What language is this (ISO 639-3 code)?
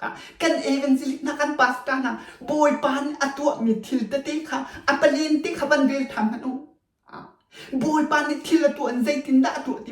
cnh